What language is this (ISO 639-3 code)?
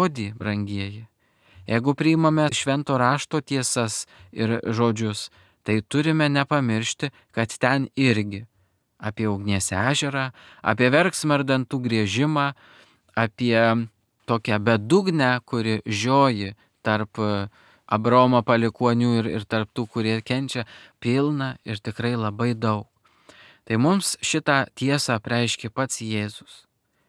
lit